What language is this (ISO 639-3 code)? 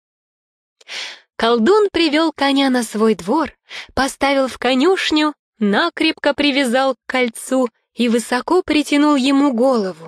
rus